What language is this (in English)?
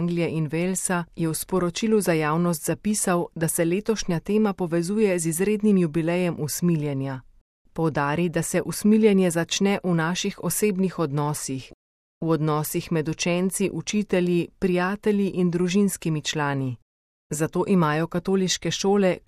Slovenian